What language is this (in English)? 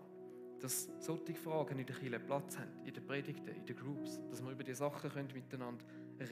Swiss German